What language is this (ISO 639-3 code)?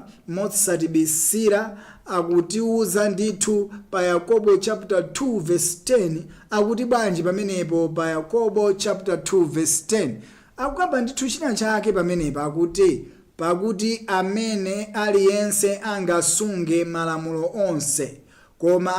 nya